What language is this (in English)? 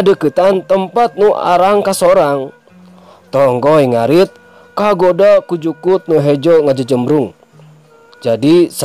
Sundanese